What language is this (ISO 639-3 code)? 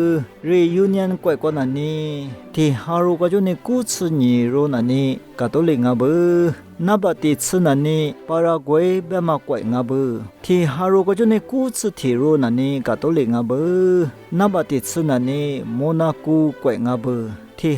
lis